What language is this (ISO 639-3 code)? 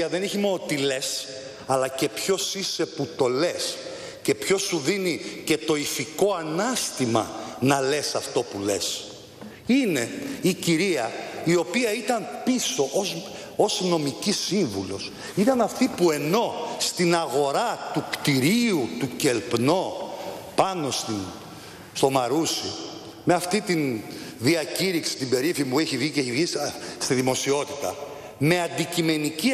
ell